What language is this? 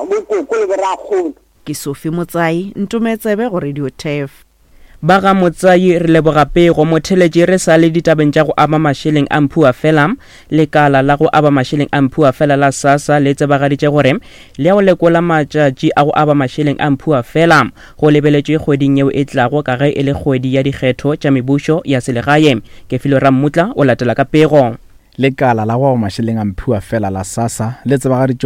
Northern Sotho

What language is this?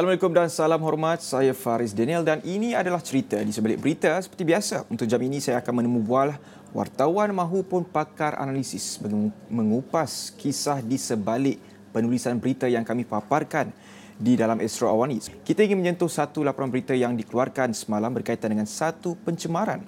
Malay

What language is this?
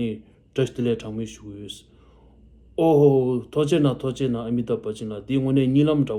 Tibetan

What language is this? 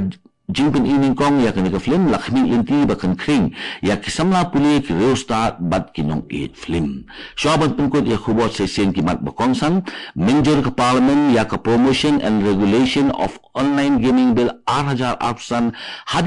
Khasi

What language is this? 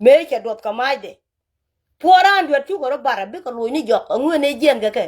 Nuer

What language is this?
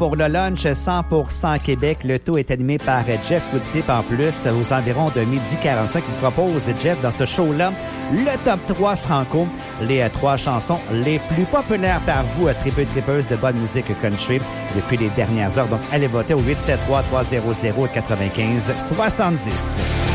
French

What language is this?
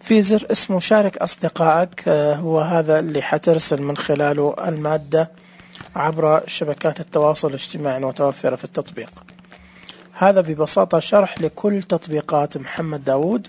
Najdi Arabic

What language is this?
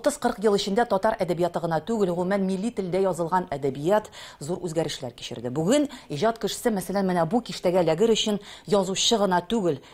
Tatar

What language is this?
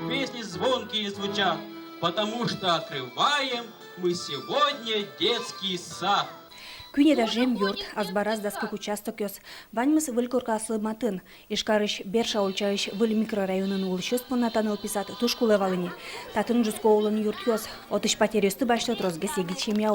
Udmurt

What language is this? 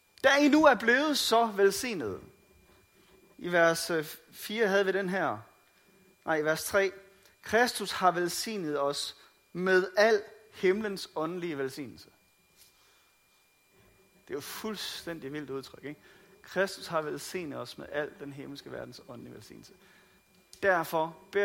Danish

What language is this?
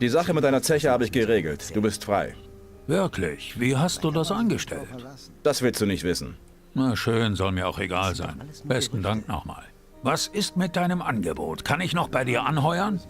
Bavarian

